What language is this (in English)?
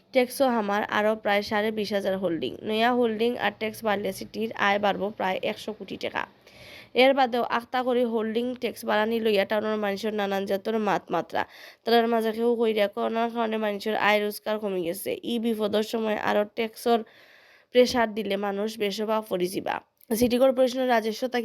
Sylheti